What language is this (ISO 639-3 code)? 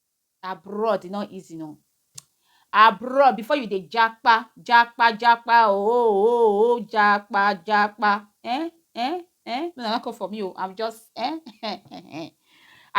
pcm